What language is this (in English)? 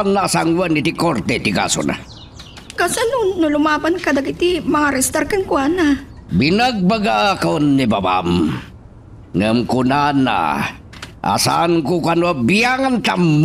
Iloko